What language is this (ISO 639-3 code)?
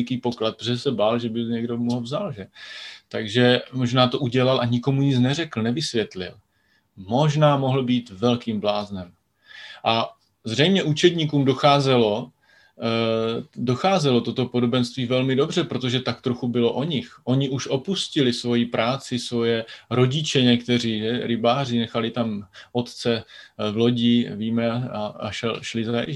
ces